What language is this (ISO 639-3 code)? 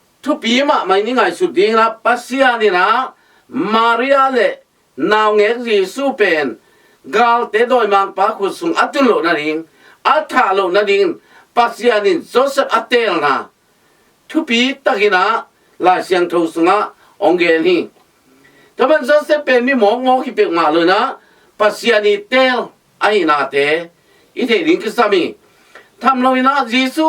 ctd